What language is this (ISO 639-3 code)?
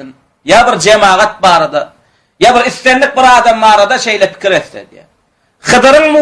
tuk